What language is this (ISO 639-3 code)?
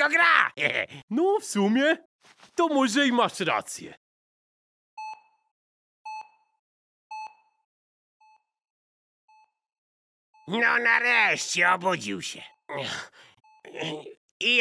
pol